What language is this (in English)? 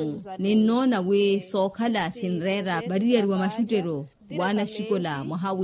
Makhuwa